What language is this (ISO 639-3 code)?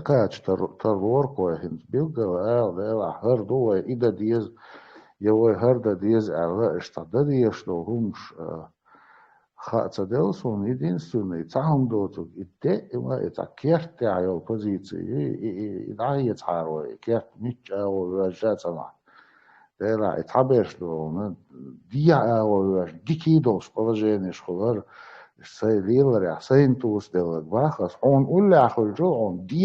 che